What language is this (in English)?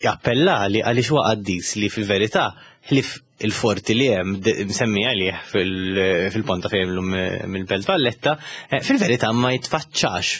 Maltese